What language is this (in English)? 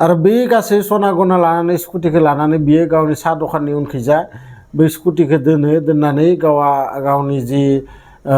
Bodo